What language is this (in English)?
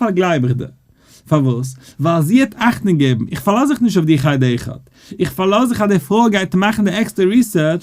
Yiddish